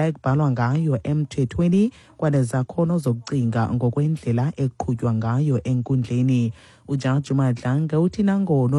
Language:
Xhosa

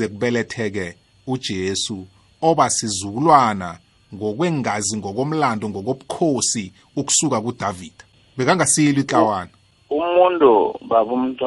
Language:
South Ndebele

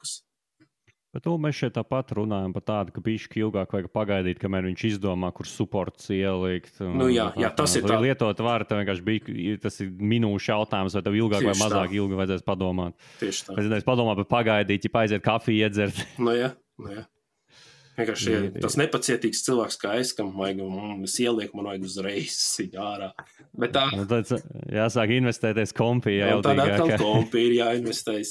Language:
Latvian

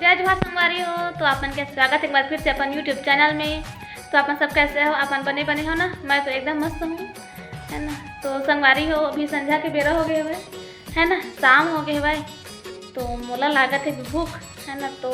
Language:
Chhattisgarhi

